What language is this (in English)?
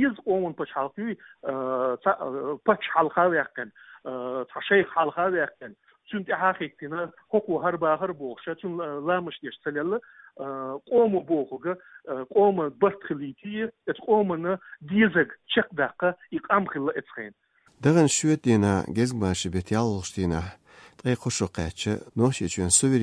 Chechen